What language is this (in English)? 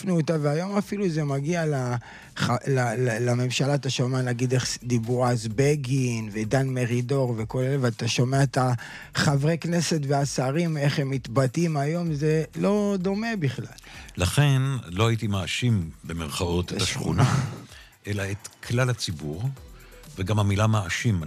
Hebrew